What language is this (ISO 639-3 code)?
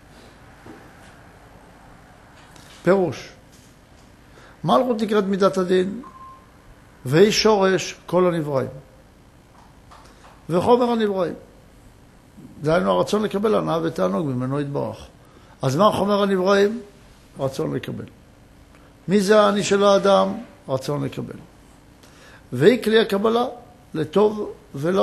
heb